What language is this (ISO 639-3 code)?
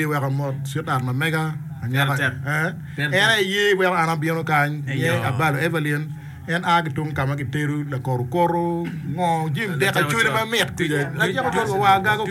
ach